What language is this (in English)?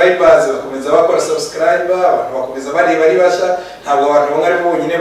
Kinyarwanda